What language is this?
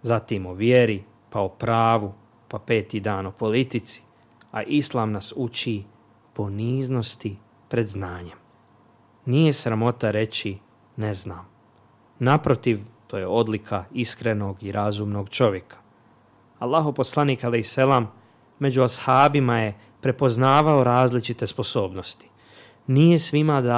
Bosnian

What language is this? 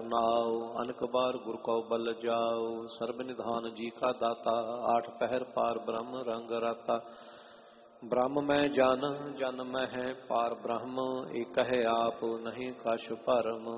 Punjabi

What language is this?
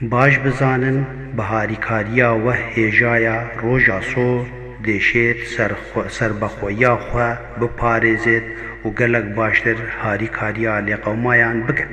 Kurdish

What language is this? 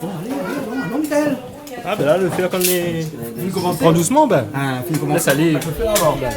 Réunion Creole French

